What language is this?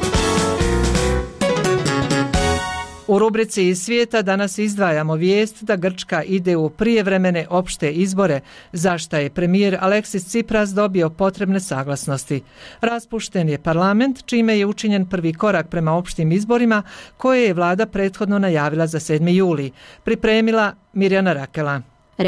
Bosnian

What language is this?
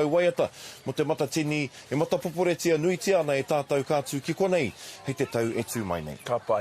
Māori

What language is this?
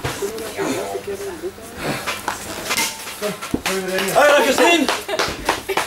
Dutch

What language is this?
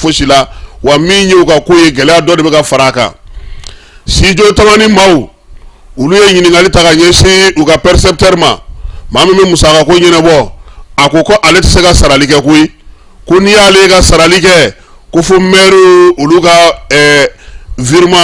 Bambara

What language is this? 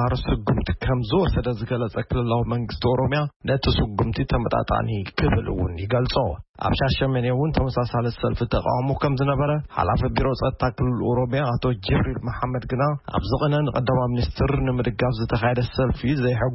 Tigrinya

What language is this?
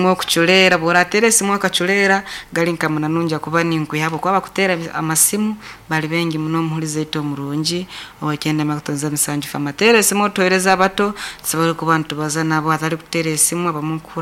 Nyankole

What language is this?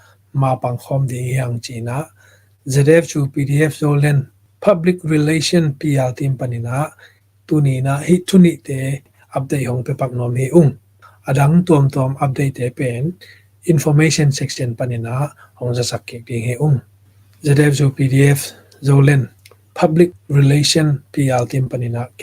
Tedim Chin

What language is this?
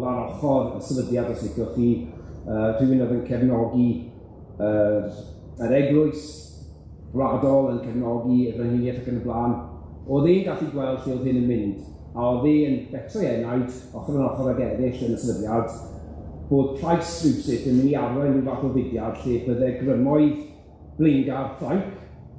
Welsh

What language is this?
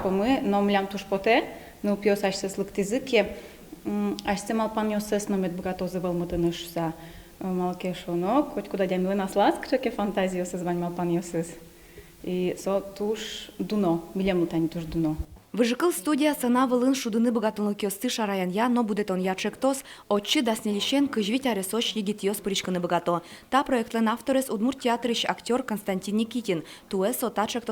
Udmurt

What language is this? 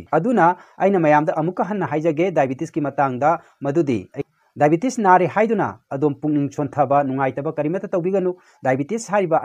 Manipuri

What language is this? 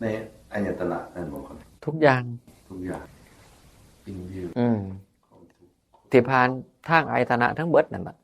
Northeastern Thai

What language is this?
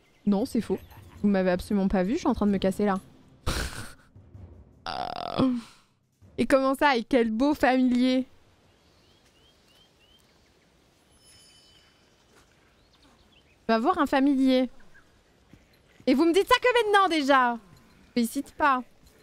French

